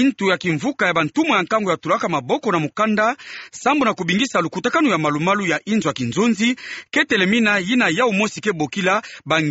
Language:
Kituba (Democratic Republic of Congo)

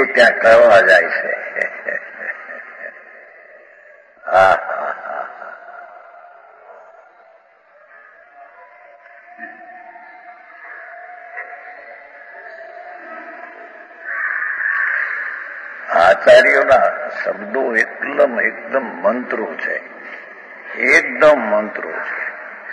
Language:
Gujarati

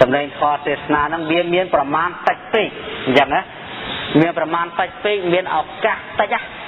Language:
Khmer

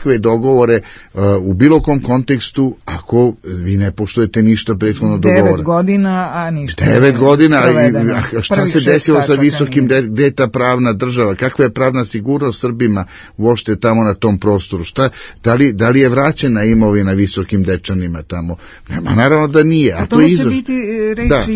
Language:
Serbian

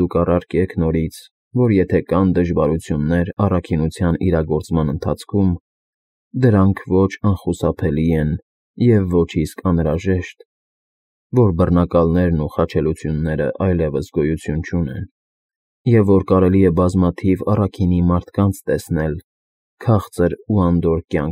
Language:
Armenian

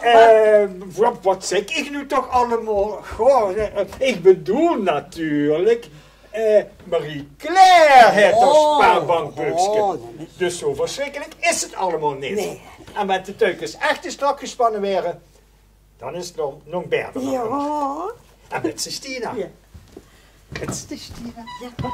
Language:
Limburgish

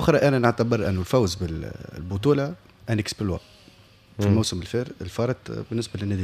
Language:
Tunisian Arabic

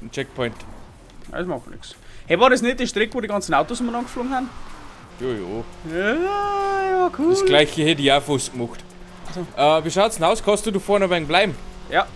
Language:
Bavarian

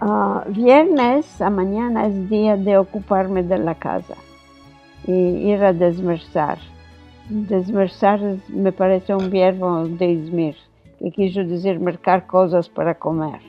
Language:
Ladino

